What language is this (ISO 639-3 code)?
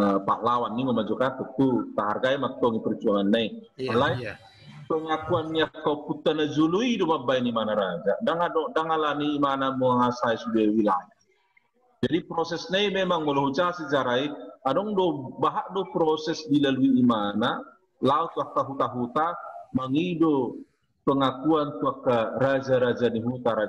bbc